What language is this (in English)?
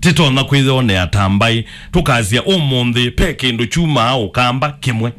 Kamba